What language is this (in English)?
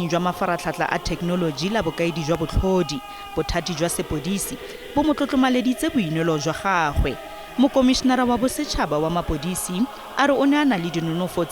Tswana